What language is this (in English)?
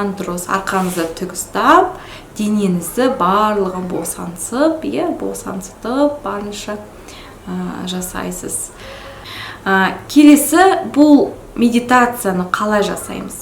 Kazakh